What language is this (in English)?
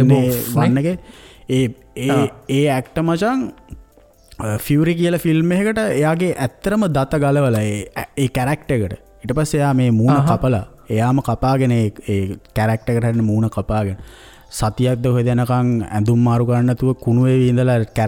Sinhala